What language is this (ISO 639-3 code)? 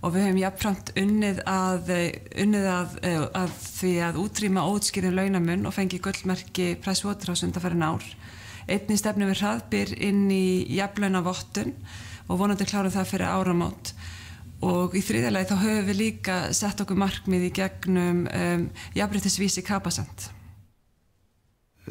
isl